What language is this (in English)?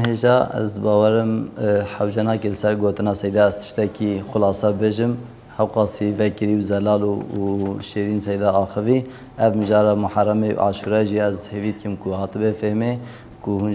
Kurdish